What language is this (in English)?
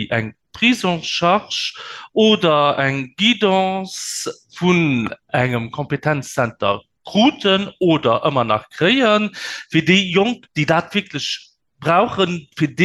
Luxembourgish